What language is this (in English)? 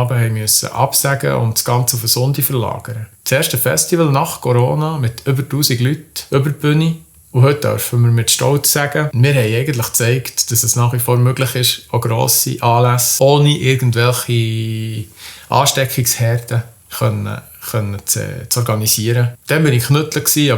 Swiss German